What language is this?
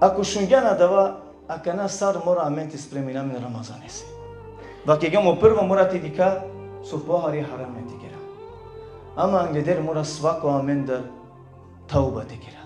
Balkan Romani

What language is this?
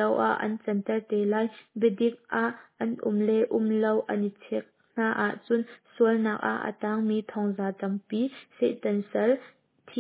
Hakha Chin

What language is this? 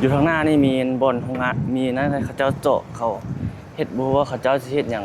Lao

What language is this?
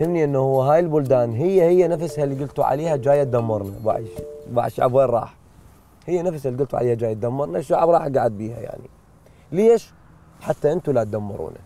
Mesopotamian Arabic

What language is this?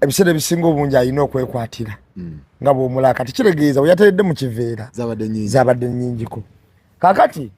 Ganda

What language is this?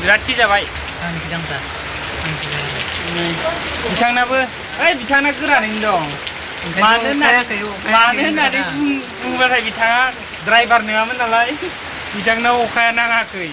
Bodo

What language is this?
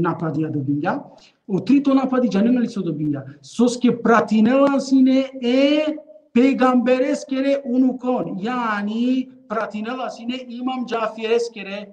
Balkan Romani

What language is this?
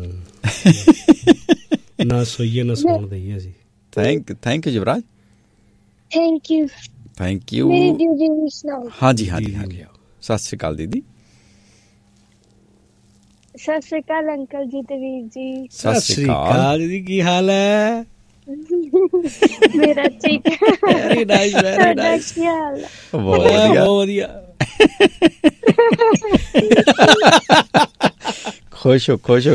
Punjabi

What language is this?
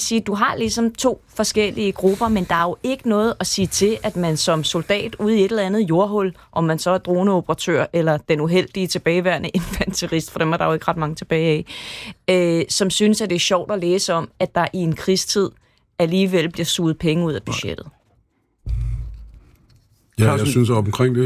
Danish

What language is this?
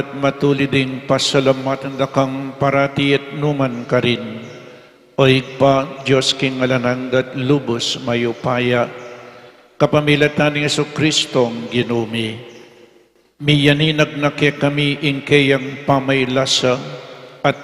Pampanga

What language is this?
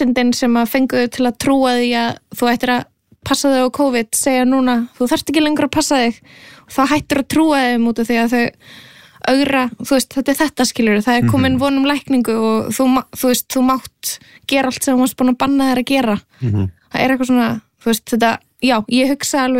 Icelandic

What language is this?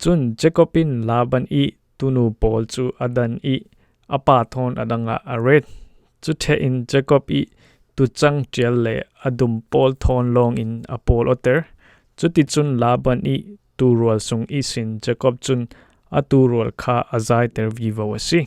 Falam Chin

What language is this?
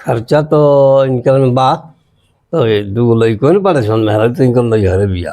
Bhojpuri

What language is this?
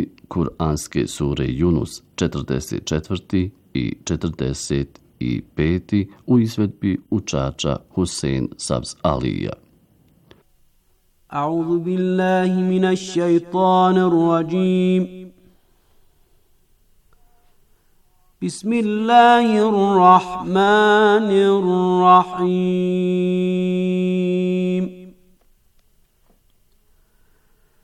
Bosnian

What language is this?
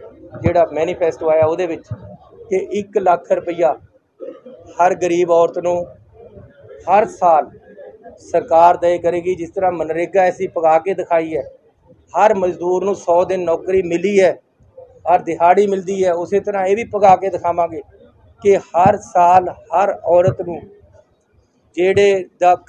Punjabi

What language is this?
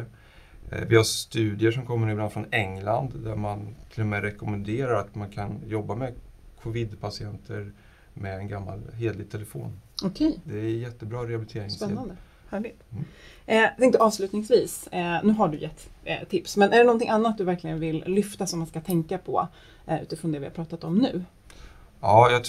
Swedish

